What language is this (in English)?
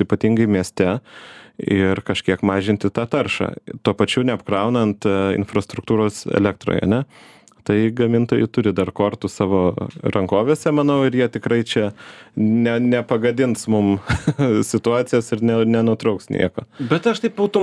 Lithuanian